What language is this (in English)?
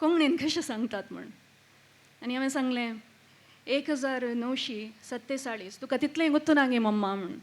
Konkani